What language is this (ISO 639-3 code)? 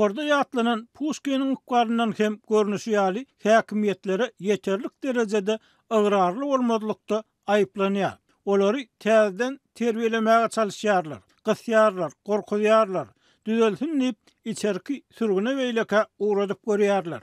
tuk